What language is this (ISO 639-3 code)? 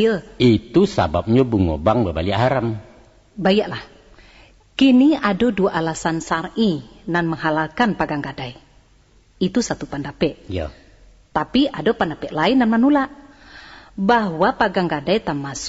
min